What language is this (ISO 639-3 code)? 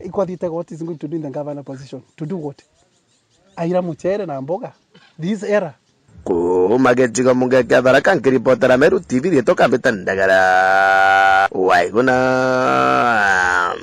mer